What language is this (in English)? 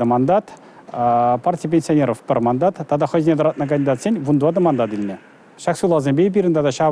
Chuvash